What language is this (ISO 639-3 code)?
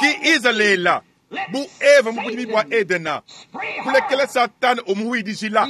lua